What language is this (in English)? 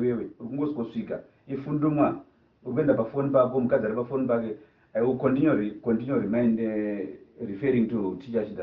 Shona